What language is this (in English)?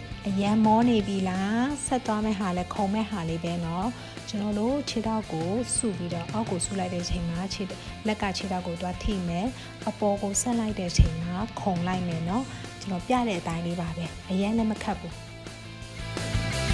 Burmese